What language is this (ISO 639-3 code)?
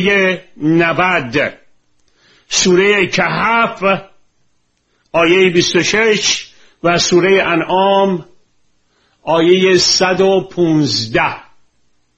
fas